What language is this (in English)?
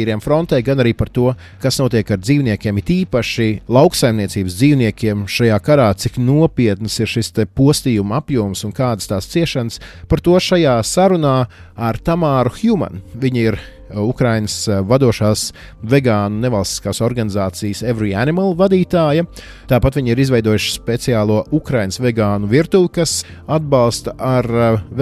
Latvian